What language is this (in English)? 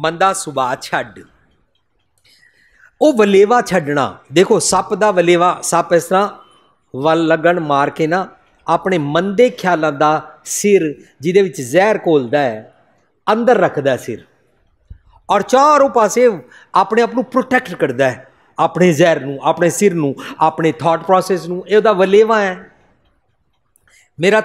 Punjabi